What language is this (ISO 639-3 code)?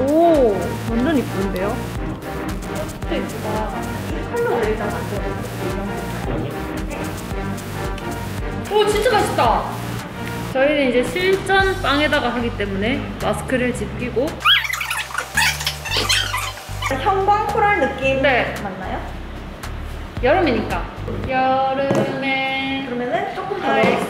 kor